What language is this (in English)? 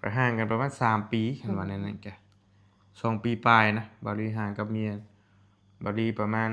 Northeastern Thai